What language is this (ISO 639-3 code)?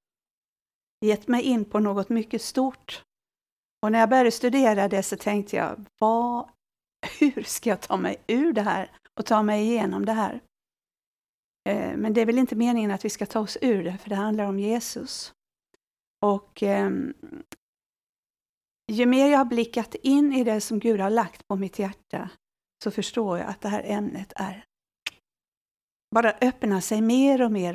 swe